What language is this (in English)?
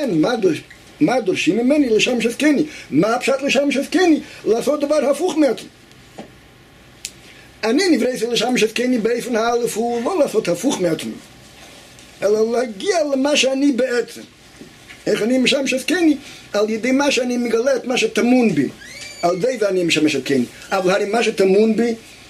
Hebrew